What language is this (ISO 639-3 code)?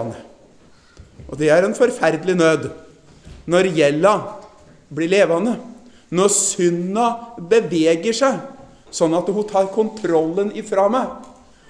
nor